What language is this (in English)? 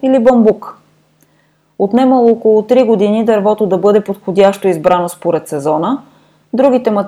Bulgarian